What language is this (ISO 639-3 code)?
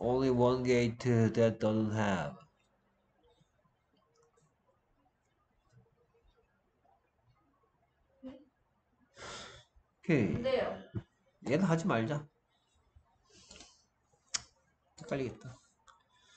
kor